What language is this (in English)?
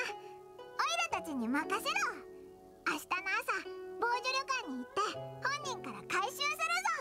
Japanese